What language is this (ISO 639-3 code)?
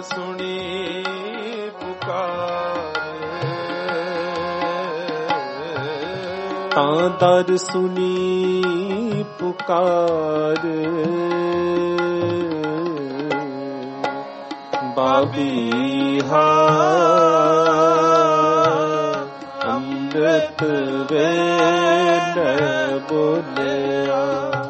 pan